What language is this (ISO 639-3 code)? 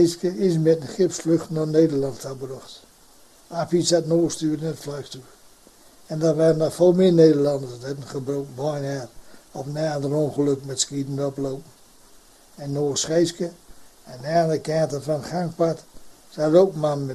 gos